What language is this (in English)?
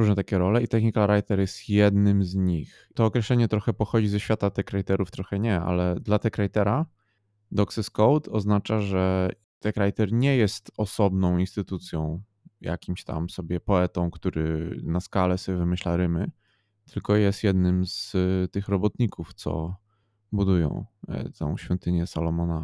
Polish